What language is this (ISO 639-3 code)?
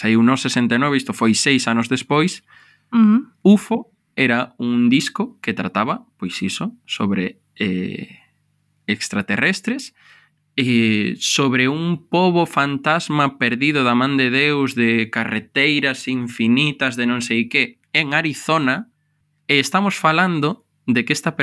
glg